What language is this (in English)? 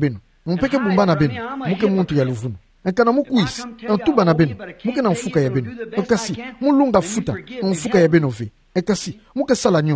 Kituba (Democratic Republic of Congo)